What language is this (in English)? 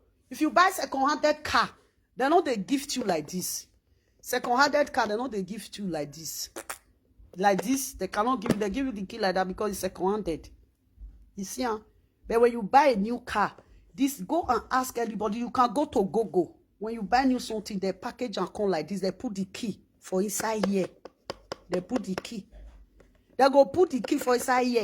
Nigerian Pidgin